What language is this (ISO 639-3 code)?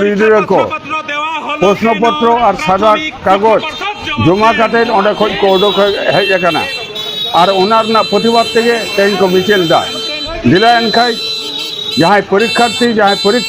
sat